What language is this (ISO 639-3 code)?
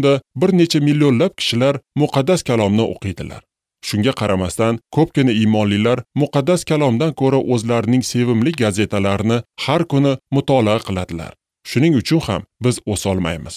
uzb